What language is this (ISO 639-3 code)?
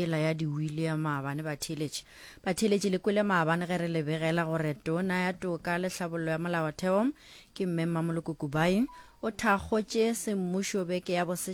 nso